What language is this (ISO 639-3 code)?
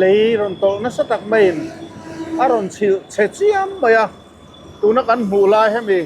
lus